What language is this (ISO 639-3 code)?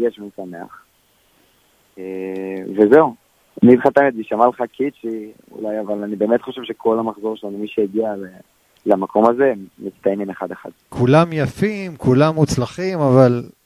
heb